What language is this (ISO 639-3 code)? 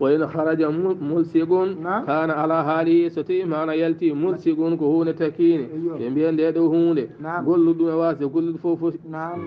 ful